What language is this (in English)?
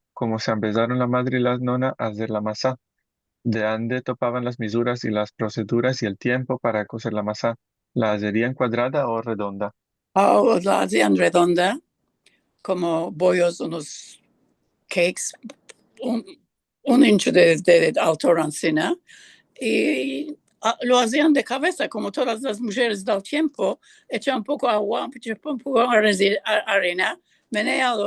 Ladino